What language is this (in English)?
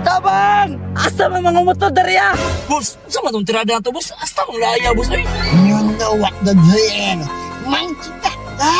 Cebuano